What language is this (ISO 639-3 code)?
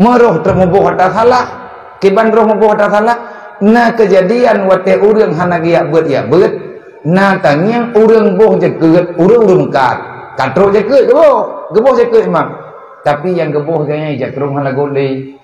ace